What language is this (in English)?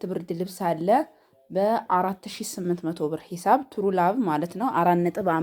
Amharic